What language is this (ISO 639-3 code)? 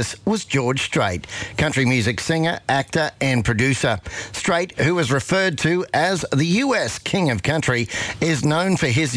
eng